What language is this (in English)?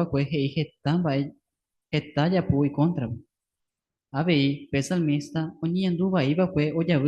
Guarani